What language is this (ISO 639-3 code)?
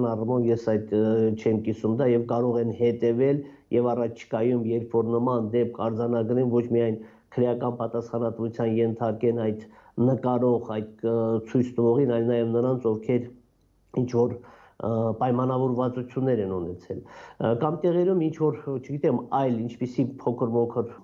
hye